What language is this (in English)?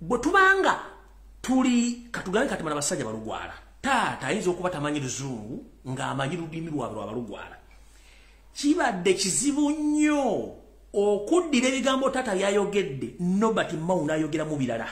Ganda